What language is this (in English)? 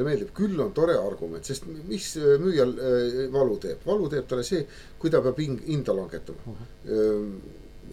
Estonian